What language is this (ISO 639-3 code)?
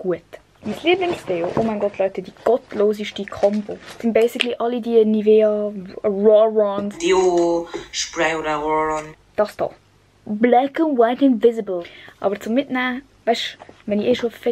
gsw